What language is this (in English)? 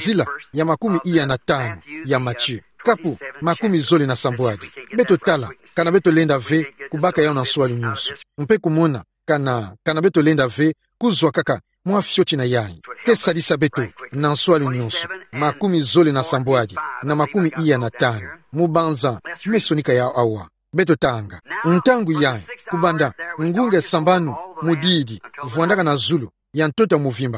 Kituba (Democratic Republic of Congo)